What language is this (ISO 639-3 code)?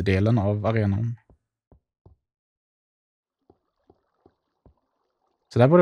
swe